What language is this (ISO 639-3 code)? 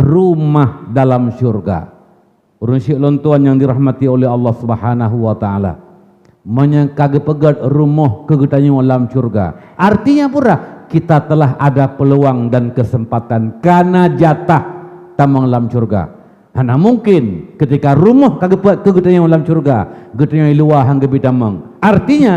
ace